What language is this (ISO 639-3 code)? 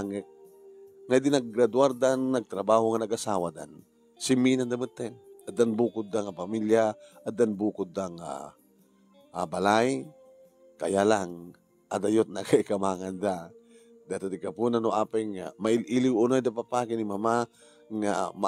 ilo